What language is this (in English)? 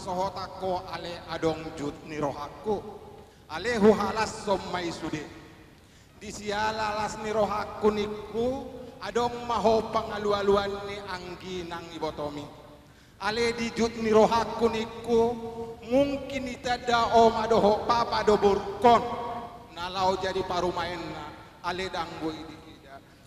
Batak Toba